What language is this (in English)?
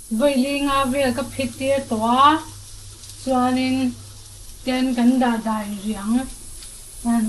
Mizo